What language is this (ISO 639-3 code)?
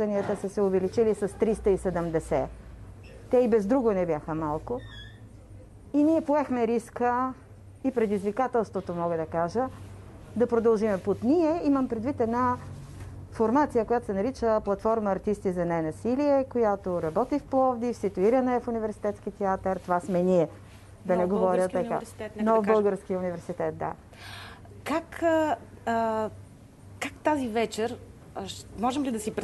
bul